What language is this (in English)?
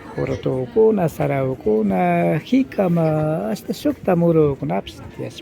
Imbabura Highland Quichua